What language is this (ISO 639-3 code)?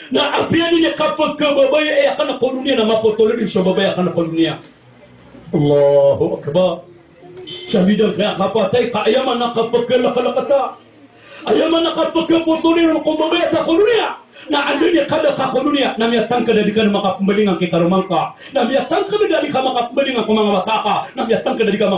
mrw